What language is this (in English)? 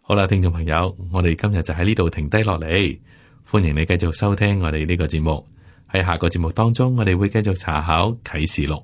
Cantonese